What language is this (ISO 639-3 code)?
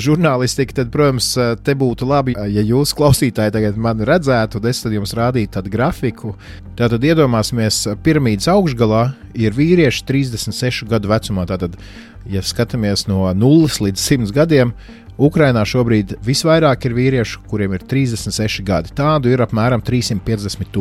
lav